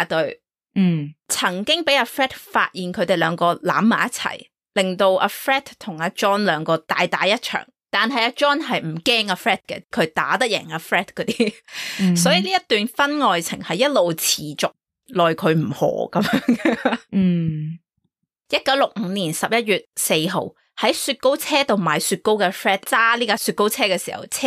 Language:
Cantonese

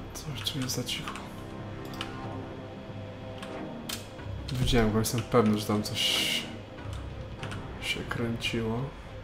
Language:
Polish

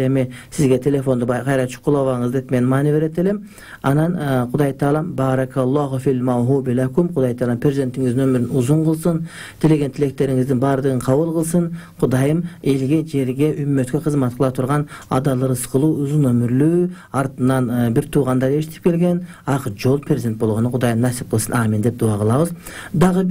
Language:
Kyrgyz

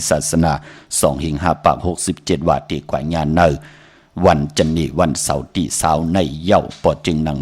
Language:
Shan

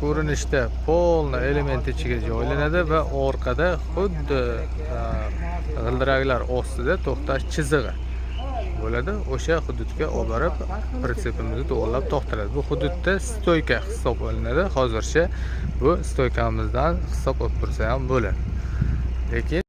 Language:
Uzbek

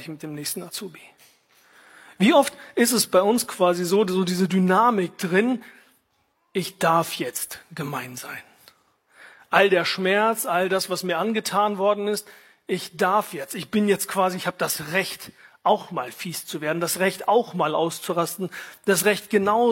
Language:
German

